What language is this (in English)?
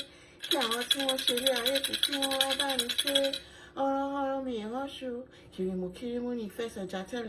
Yoruba